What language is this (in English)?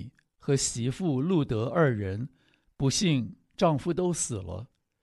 Chinese